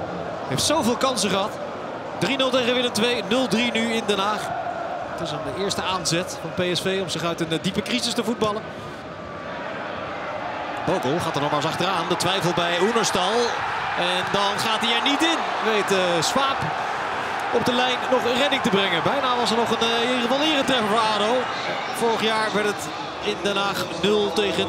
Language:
Dutch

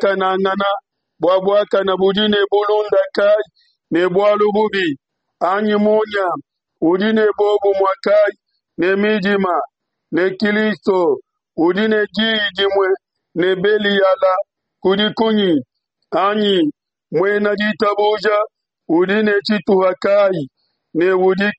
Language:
Luba-Lulua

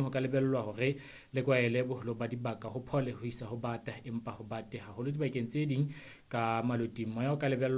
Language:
Southern Sotho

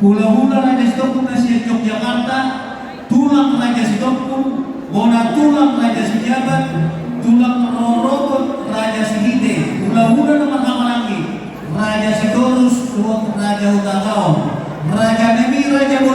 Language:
Batak Toba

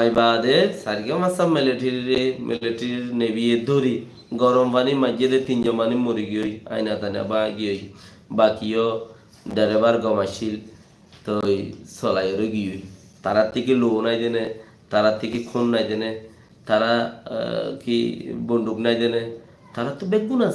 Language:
Rohingya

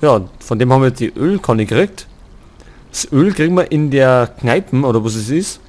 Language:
Bavarian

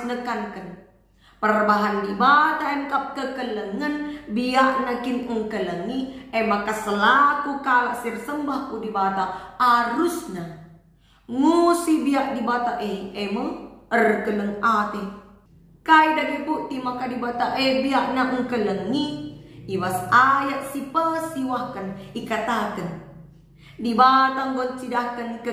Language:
Batak Karo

